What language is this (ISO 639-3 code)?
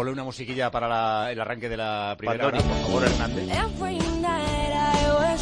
spa